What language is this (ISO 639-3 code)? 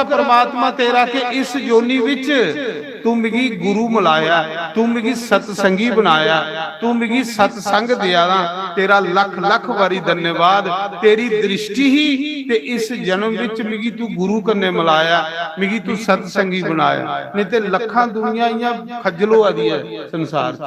doi